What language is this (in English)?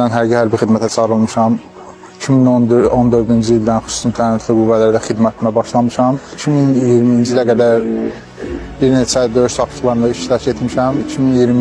Azerbaijani